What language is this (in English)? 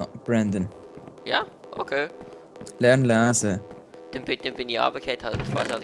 Swiss German